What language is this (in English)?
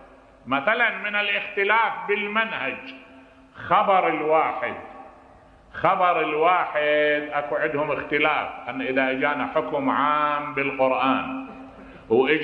Mesopotamian Arabic